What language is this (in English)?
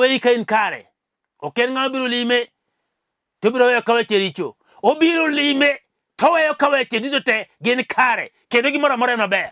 Luo (Kenya and Tanzania)